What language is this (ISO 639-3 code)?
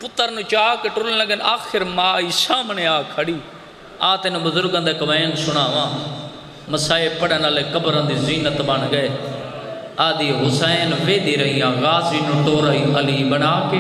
skr